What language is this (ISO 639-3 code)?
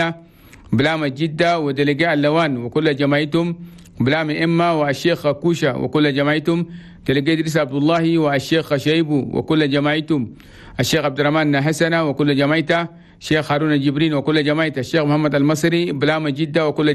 shu